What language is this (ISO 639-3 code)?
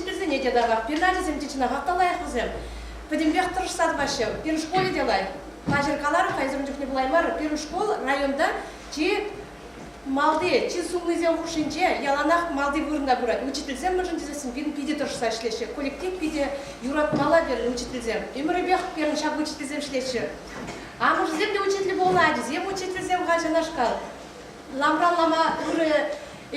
chv